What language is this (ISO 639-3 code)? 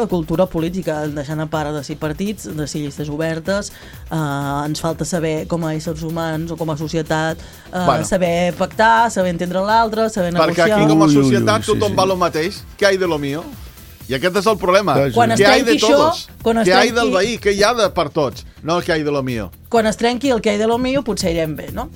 cat